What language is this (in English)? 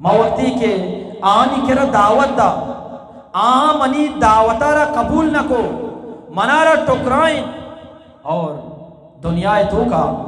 Eastern Balochi